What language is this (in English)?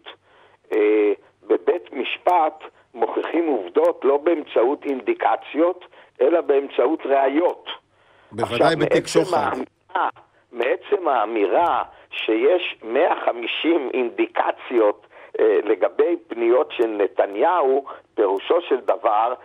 Hebrew